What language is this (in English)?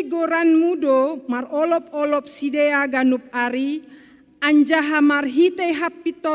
Batak Simalungun